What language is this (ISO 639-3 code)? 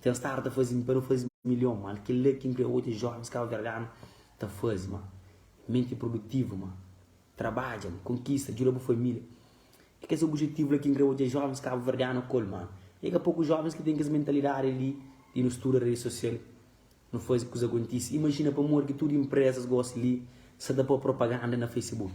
kea